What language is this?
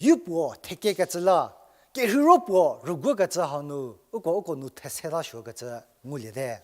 Angami Naga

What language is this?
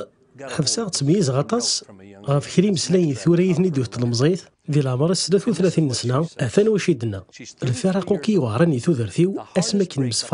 Kabyle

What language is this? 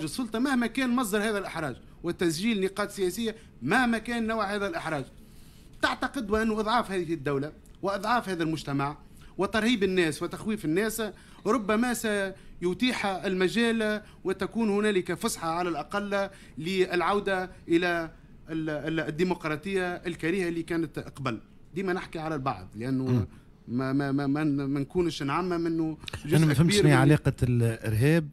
Tunisian Arabic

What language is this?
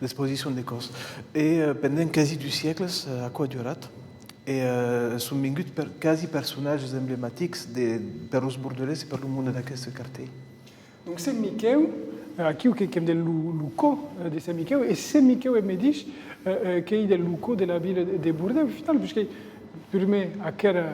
Occitan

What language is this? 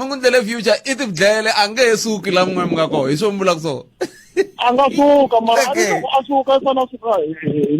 Tsonga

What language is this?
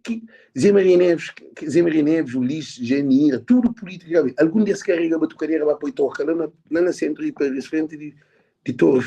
Kabuverdianu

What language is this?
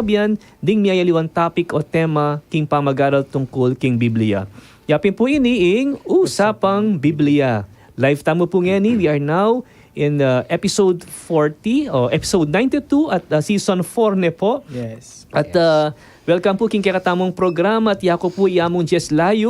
Pampanga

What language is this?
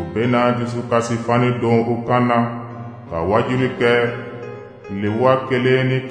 Dyula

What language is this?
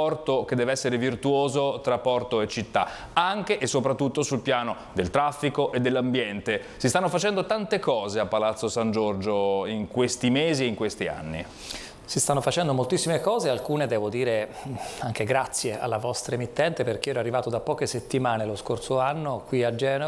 Italian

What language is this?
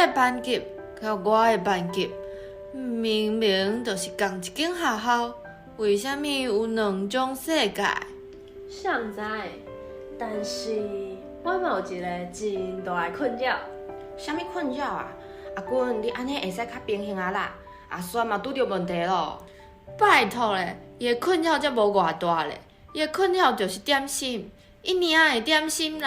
Min Nan Chinese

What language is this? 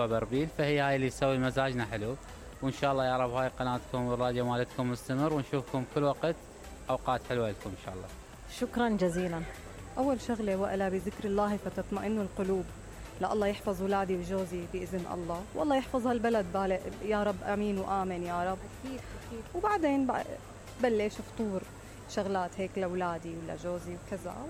Mesopotamian Arabic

